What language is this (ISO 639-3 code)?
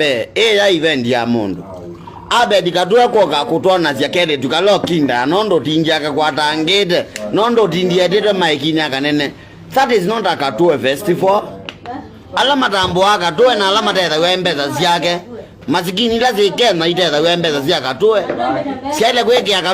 kam